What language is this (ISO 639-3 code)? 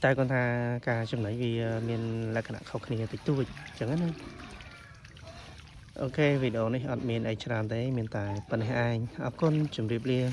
khm